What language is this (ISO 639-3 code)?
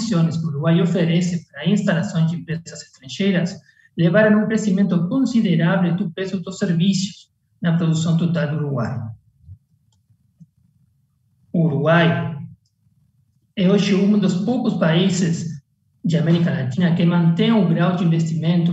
por